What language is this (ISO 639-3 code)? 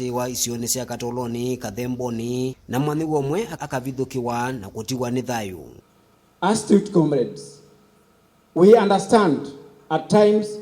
kam